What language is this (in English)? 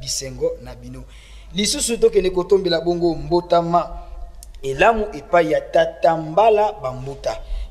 Lingala